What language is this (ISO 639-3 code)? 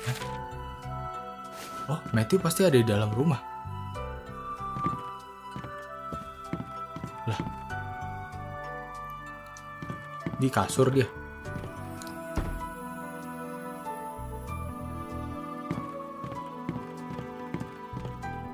ind